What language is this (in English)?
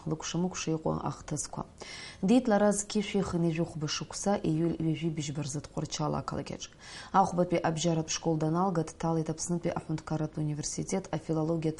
Abkhazian